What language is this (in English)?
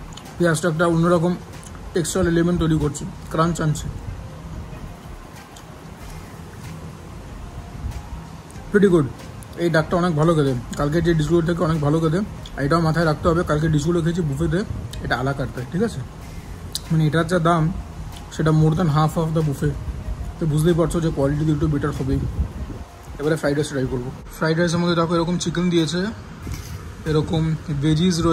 Bangla